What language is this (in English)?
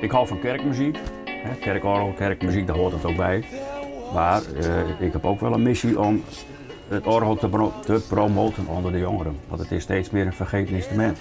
Western Frisian